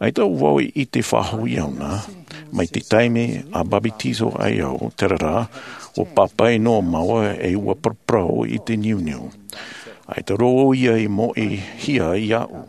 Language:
Tahitian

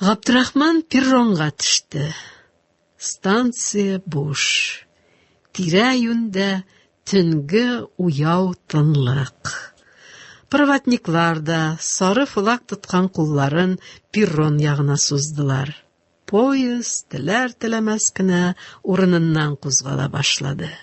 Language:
Tatar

